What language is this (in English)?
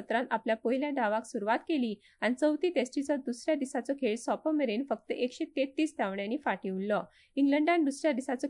Konkani